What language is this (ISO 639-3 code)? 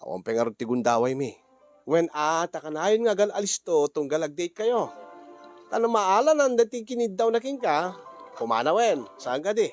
ilo